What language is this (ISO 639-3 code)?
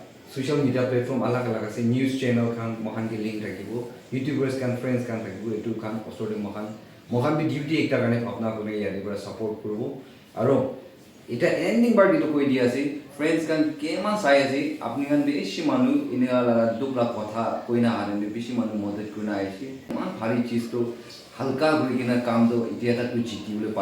nag